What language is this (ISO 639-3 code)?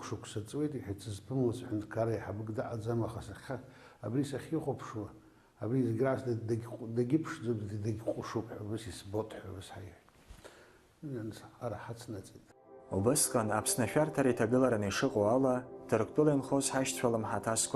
abk